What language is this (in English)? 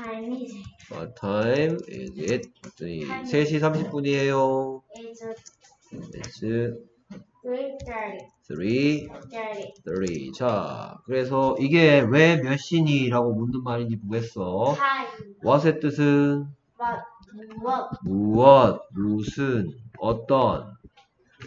Korean